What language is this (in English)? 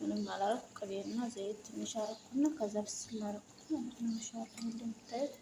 Amharic